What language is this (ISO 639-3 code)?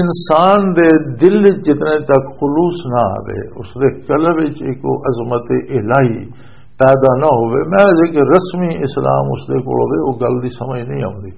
lah